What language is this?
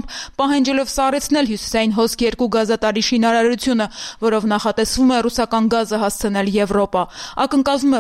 Armenian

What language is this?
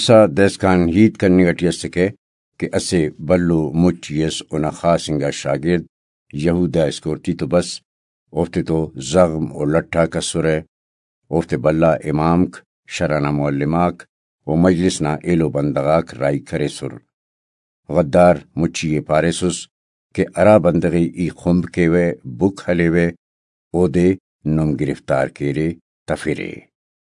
Brahui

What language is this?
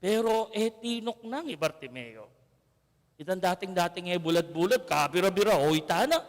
Pampanga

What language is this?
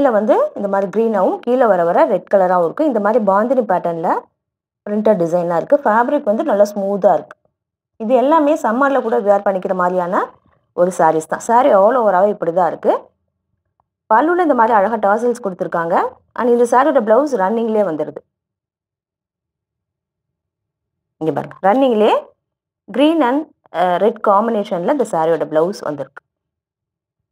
Tamil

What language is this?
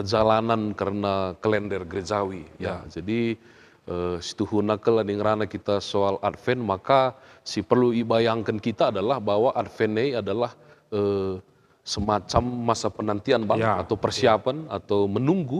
Batak Karo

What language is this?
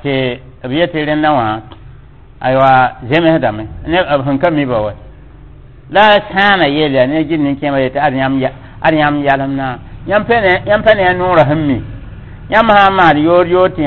Mossi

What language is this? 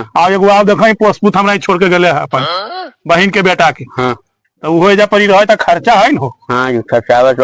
Magahi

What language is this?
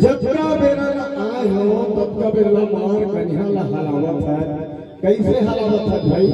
Chhattisgarhi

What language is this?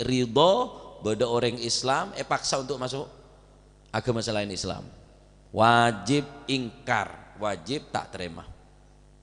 Madurese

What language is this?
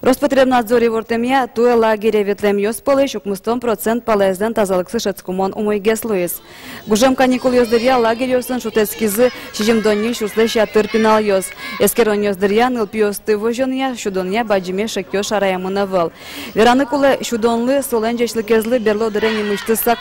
Udmurt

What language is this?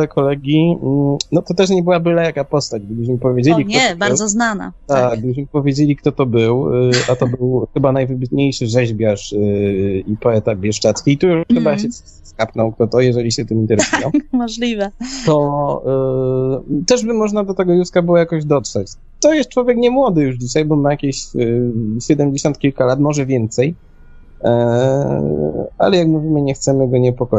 Polish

